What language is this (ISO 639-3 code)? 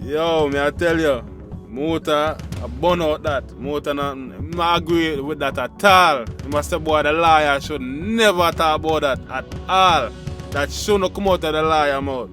jam